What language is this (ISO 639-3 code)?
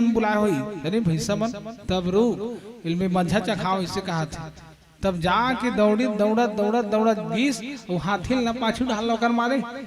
hne